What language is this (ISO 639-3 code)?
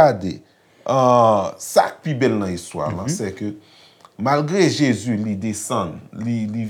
hat